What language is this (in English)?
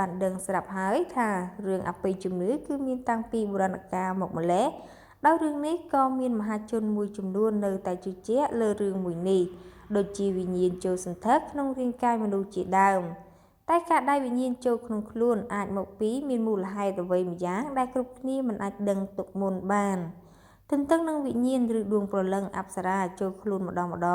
Khmer